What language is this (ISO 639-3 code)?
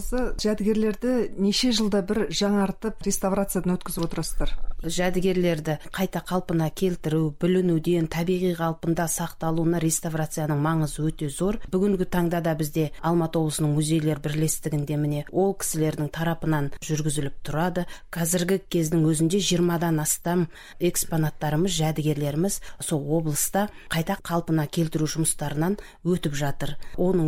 kaz